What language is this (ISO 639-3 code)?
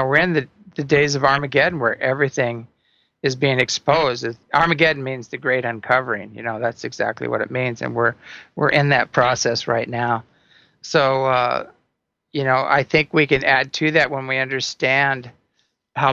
eng